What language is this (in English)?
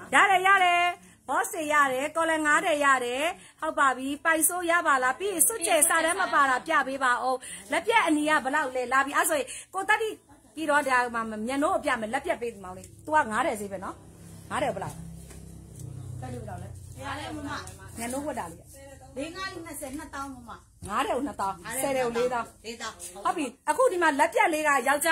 Burmese